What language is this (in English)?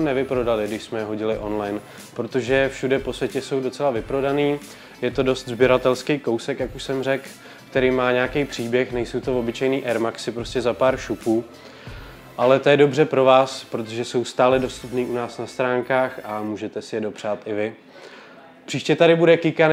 Czech